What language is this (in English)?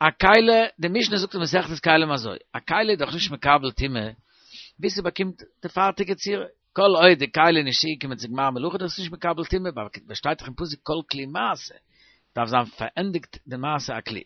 Yiddish